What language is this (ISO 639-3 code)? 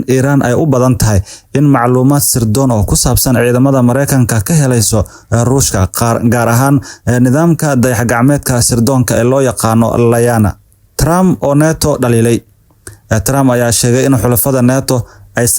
som